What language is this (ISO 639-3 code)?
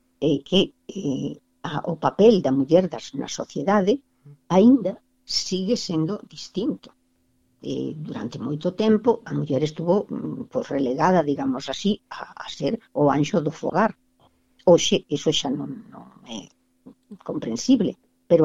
glg